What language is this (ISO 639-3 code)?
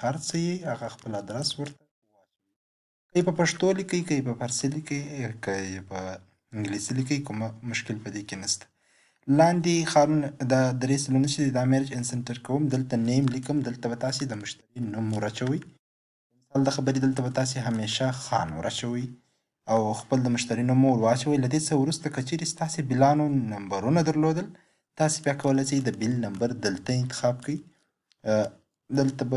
pus